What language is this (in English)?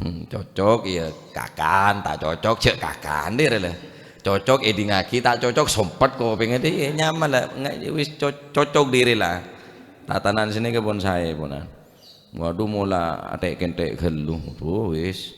Madurese